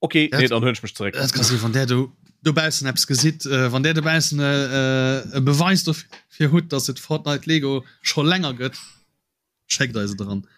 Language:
Luxembourgish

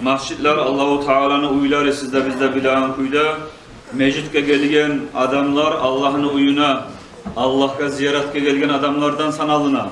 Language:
Kumyk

